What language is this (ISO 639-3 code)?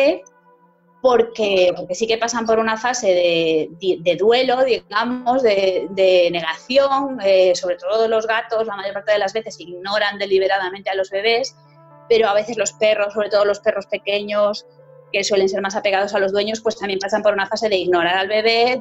spa